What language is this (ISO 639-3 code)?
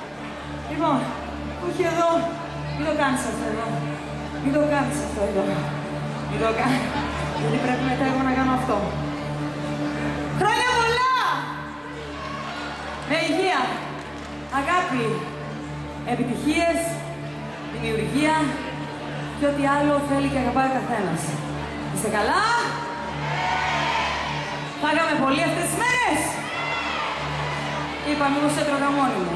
ell